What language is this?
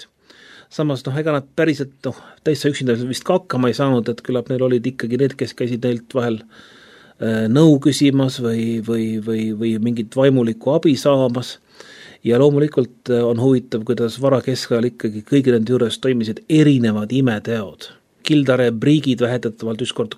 Estonian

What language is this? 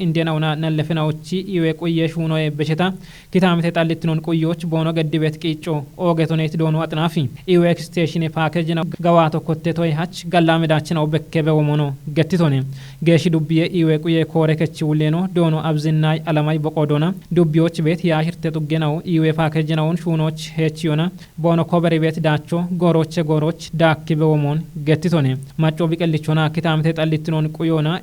Kafa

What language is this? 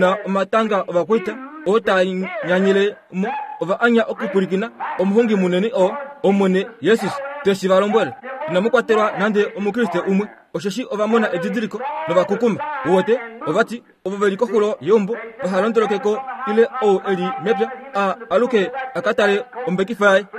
Kuanyama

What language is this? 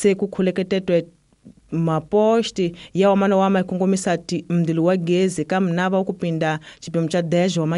Tsonga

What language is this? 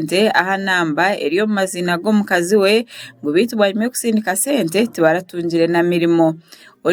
Nyankole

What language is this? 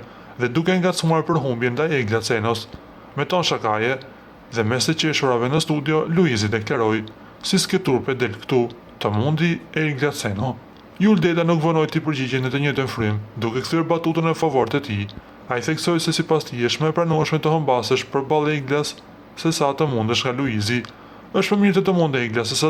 Albanian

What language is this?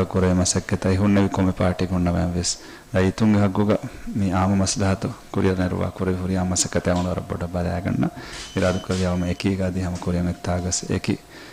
Divehi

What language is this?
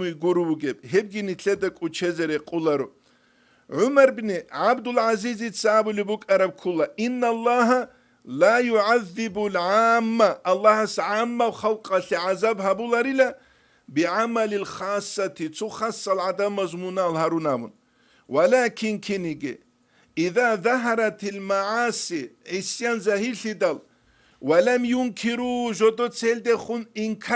Avaric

